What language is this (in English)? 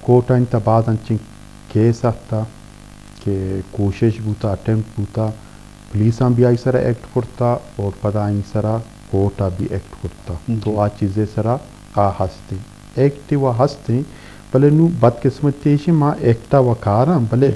Eastern Balochi